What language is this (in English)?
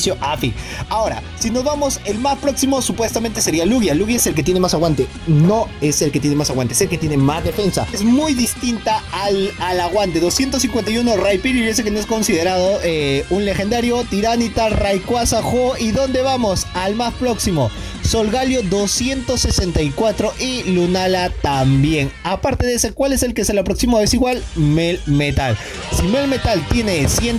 Spanish